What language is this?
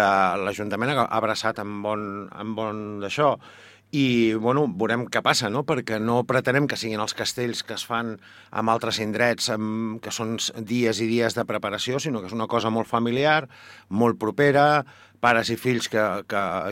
Catalan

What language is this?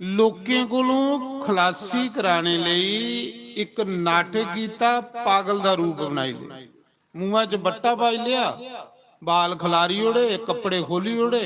Dogri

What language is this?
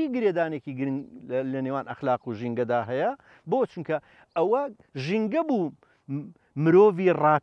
Central Kurdish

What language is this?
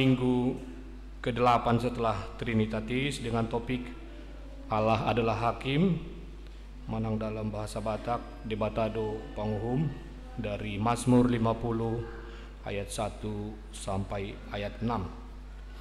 Indonesian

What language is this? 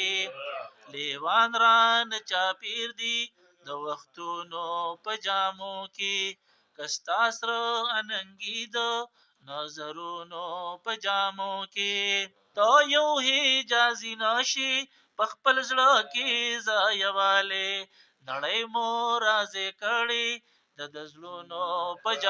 Pashto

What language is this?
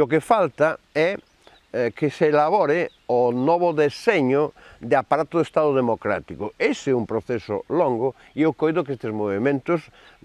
Galician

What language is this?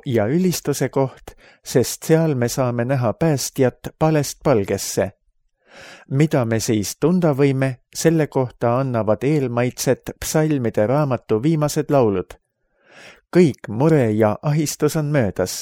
Estonian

